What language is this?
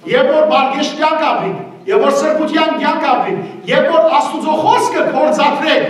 Western Armenian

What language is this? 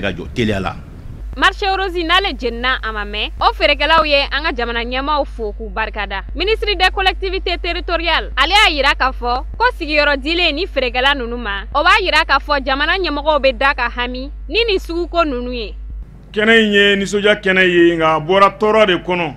Bambara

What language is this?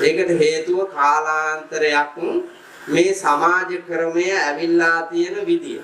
Sinhala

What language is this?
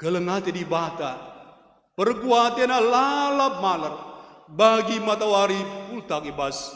Batak Karo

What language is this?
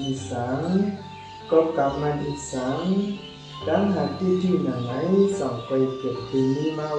Shan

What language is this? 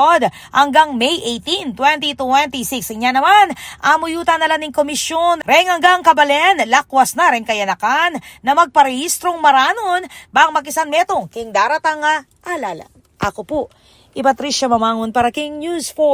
Pampanga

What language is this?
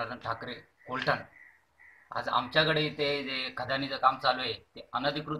Marathi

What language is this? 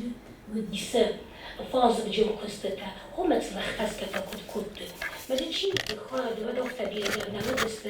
Ossetic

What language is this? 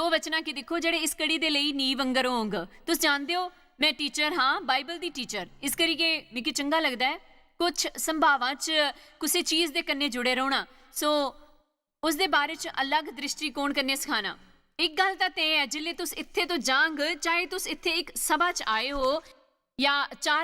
Dogri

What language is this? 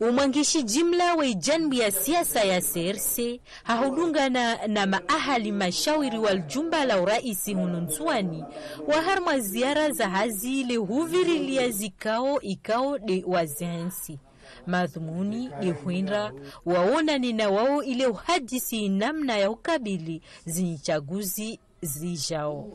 Ngazidja Comorian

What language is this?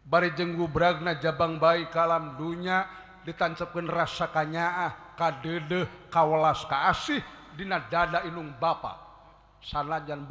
Sundanese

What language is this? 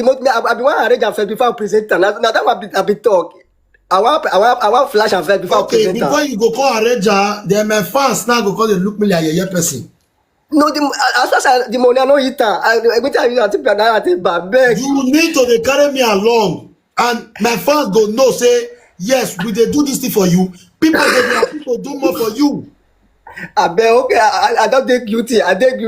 Nigerian Pidgin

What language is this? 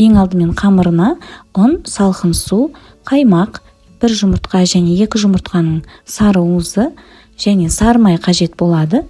Kazakh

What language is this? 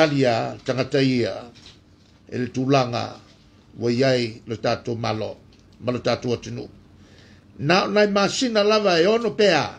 Samoan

